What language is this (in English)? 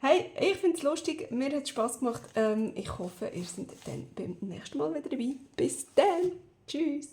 Swiss German